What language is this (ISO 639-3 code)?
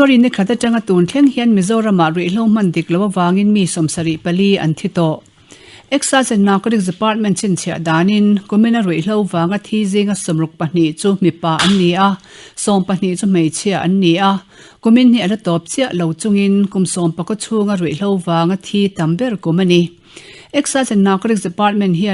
lus